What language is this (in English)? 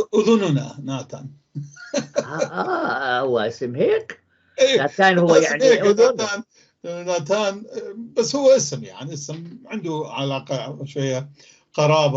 North Levantine Arabic